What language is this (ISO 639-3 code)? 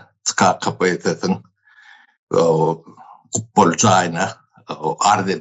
tuk